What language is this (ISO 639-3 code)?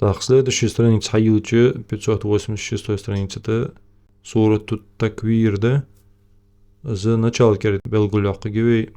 inh